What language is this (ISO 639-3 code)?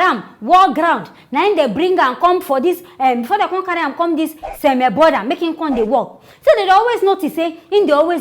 pcm